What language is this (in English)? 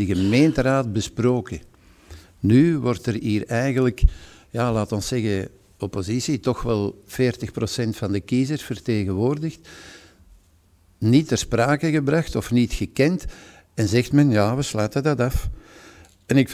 Dutch